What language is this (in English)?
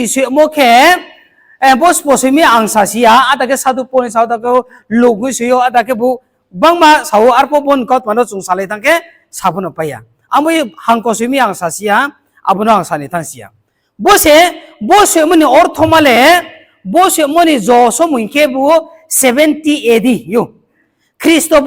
Riang (India)